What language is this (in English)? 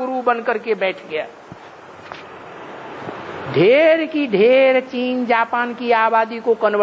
Hindi